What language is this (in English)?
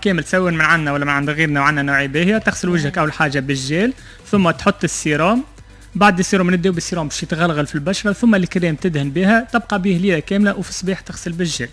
Tunisian Arabic